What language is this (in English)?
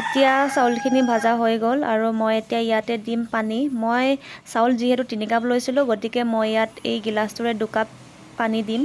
Assamese